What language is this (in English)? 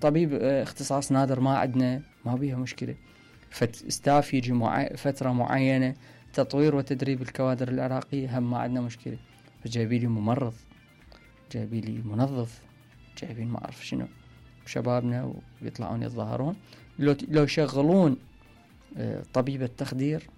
Mesopotamian Arabic